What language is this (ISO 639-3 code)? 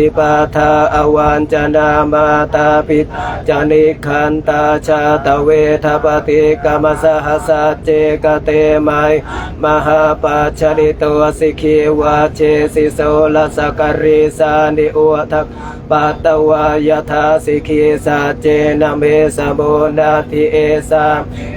pli